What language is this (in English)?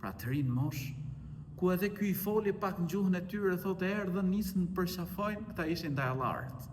Albanian